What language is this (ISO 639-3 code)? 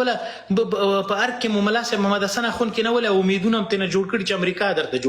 pus